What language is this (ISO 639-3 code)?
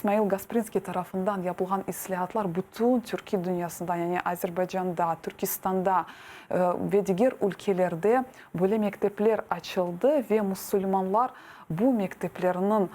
crh